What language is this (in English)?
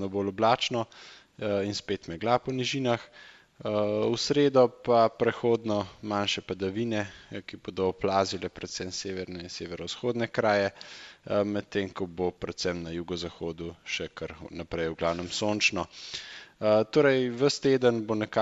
Slovenian